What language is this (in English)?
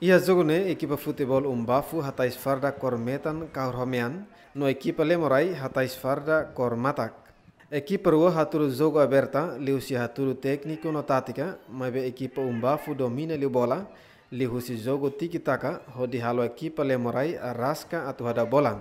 Tetum